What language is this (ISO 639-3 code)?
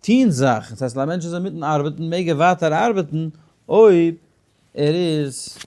yid